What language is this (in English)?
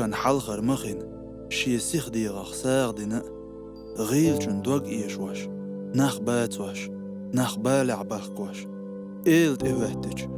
Chechen